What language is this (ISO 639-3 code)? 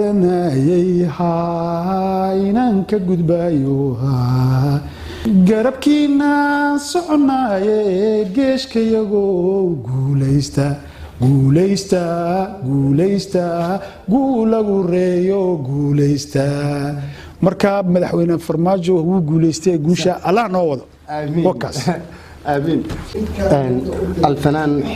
som